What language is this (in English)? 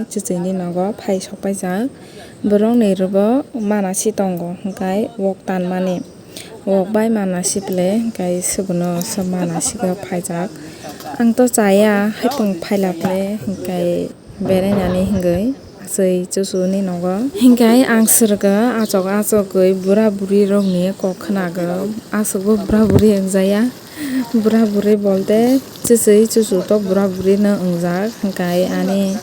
Kok Borok